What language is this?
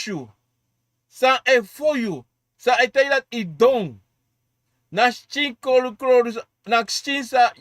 Sranan Tongo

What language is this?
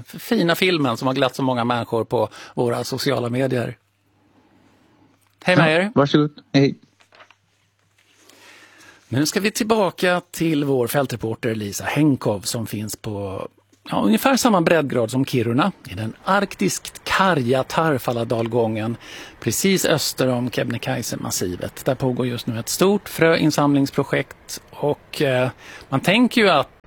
Swedish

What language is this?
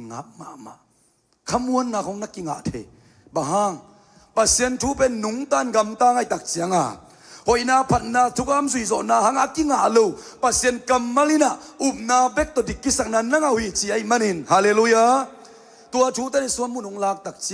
Tedim Chin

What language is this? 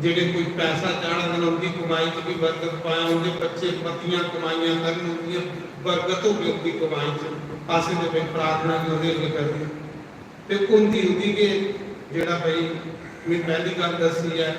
Dogri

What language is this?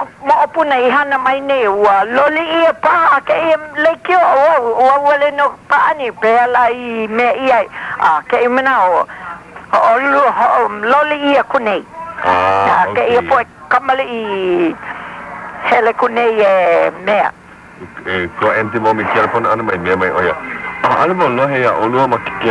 Hawaiian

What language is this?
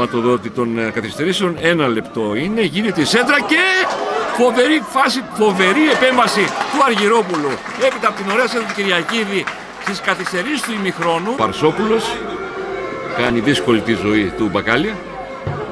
Greek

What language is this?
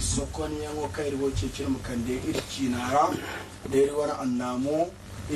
Zarma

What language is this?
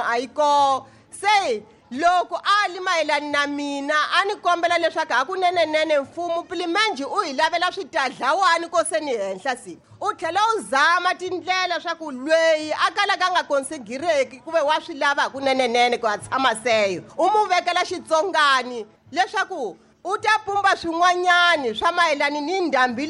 Tsonga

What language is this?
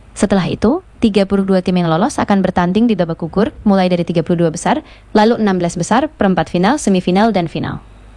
Indonesian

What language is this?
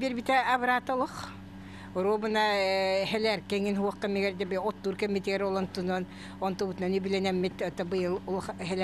Yakut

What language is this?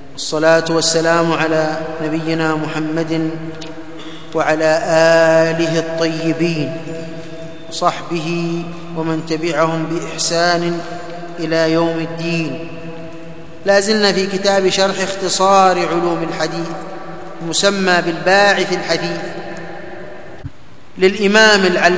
Arabic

